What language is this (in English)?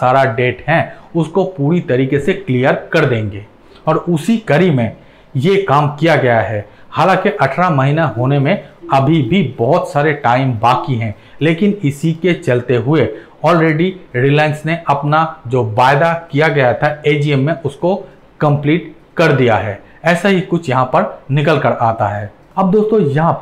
Hindi